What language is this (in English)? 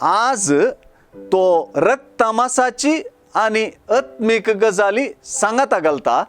Konkani